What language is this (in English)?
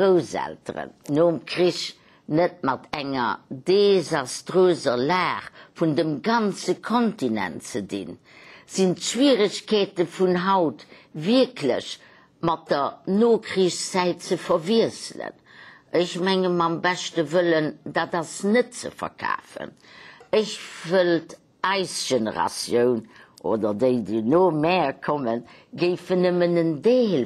Luxembourgish